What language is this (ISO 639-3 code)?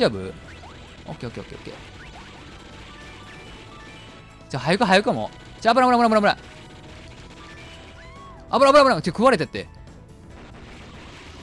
jpn